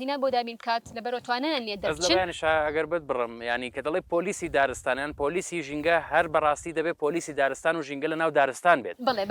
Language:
Central Kurdish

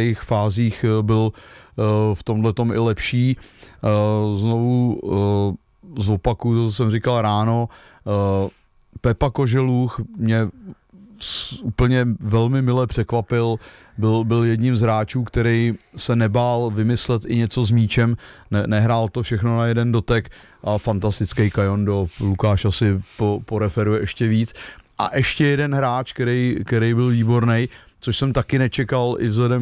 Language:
Czech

